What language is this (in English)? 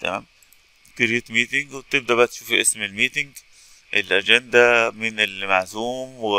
Egyptian Arabic